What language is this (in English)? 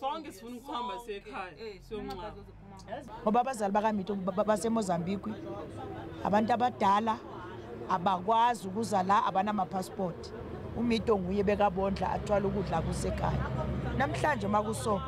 Shona